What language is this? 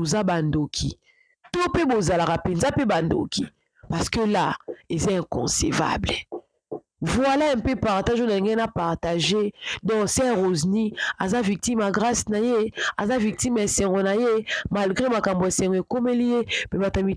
Lingala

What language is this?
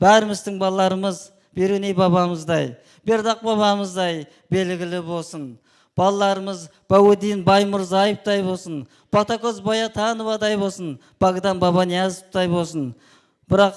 Kara-Kalpak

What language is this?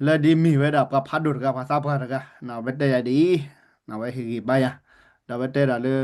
S'gaw Karen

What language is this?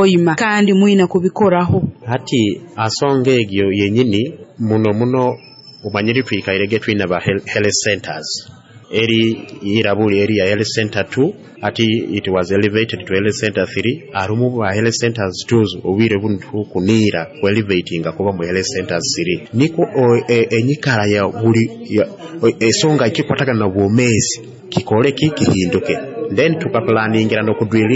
Nyoro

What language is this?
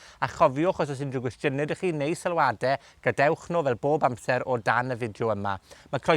Welsh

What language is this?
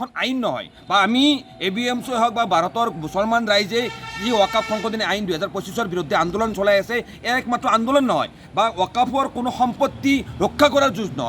Assamese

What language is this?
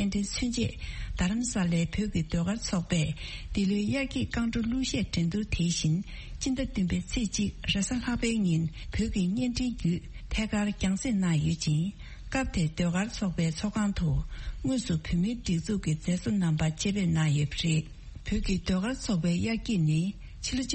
Tibetan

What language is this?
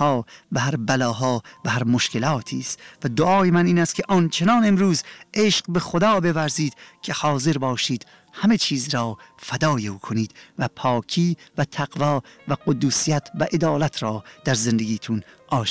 Persian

